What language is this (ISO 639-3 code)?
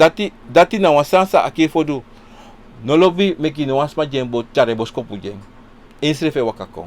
srn